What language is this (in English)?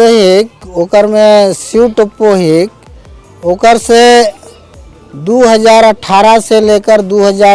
Sadri